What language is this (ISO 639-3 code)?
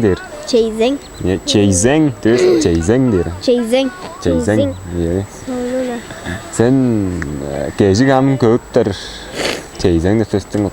tyv